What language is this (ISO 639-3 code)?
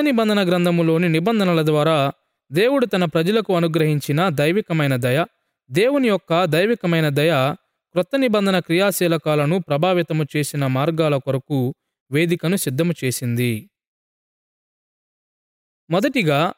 tel